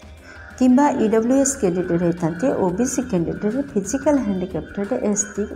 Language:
Odia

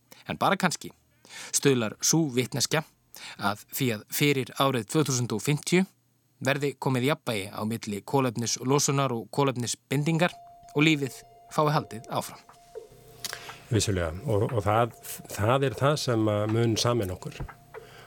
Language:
Icelandic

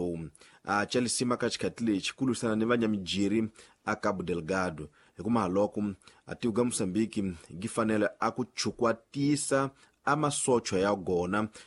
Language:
Tsonga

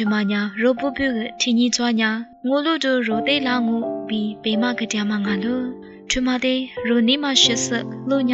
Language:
Lisu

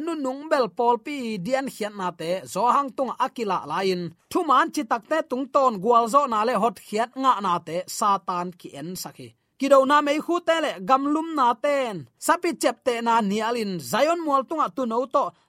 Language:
Tedim Chin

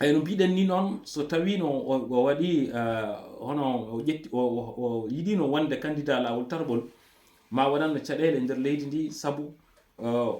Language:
Fula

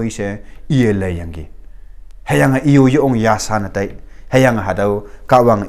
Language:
Konyak Naga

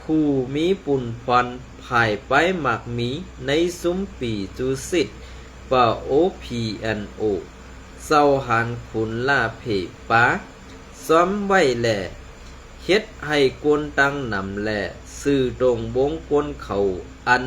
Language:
Shan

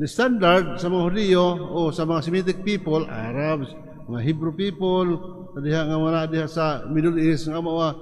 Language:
Cebuano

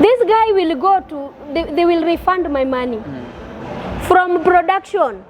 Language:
Luo (Kenya and Tanzania)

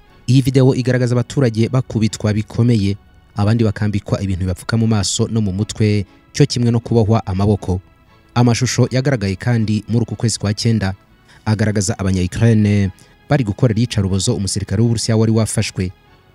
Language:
Kinyarwanda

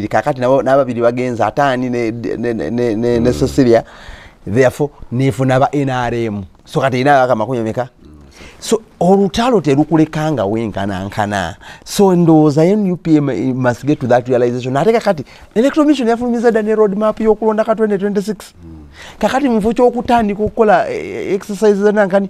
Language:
Ganda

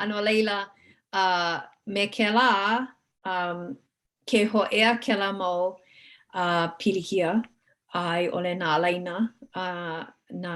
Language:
Hawaiian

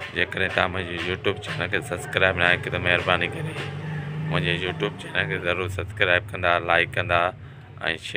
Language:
Sindhi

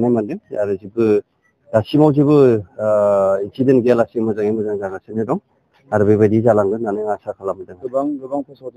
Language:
Bodo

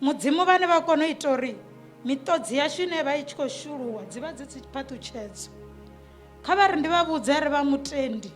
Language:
Venda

